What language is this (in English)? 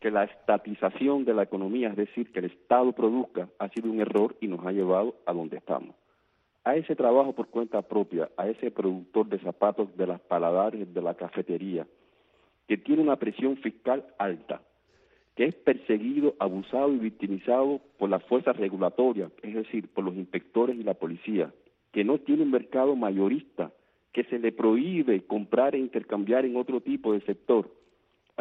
Spanish